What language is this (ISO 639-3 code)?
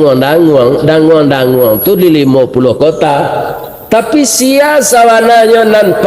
min